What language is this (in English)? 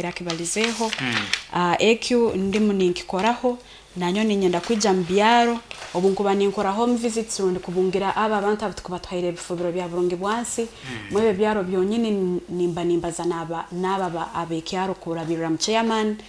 Nyoro